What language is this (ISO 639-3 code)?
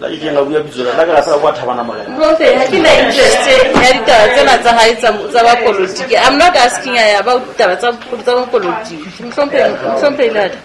sot